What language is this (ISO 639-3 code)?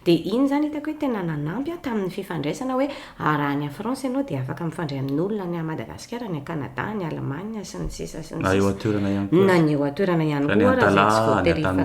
mlg